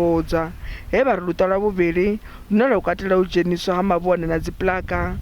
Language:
Venda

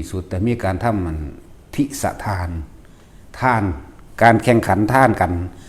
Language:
Northeastern Thai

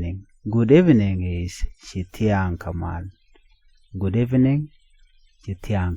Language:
Nuer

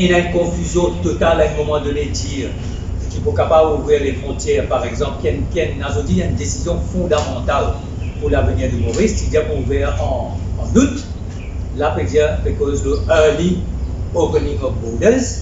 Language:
Morisyen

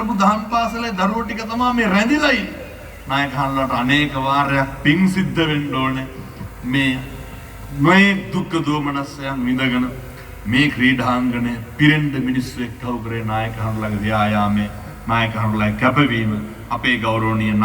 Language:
Sinhala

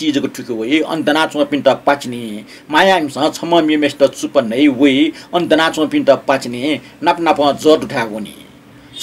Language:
Newari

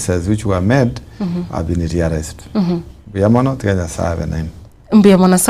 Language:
Gusii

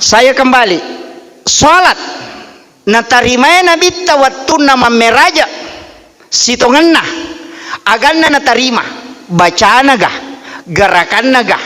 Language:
Buginese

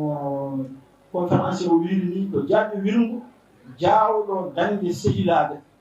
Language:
Fula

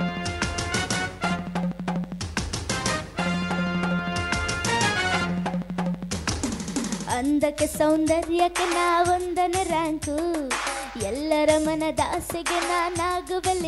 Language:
Kannada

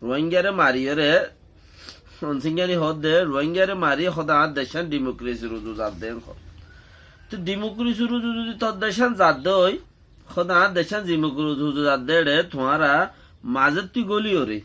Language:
Rohingya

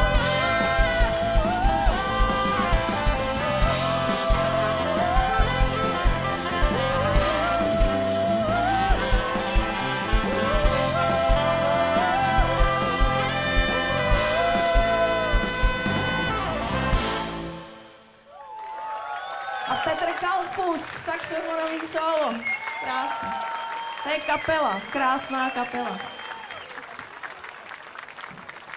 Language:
Czech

